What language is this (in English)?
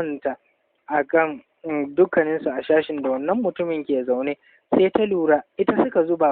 Hausa